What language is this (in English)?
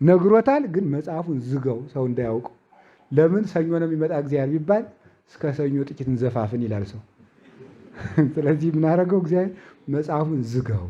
Amharic